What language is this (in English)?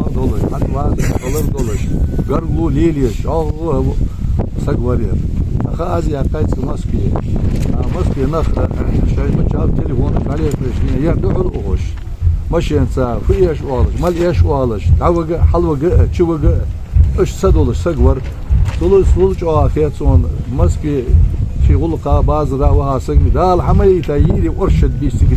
Ingush